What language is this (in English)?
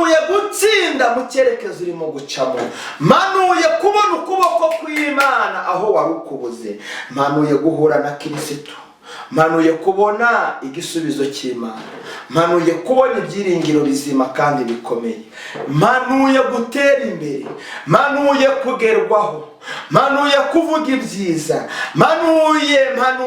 Kinyarwanda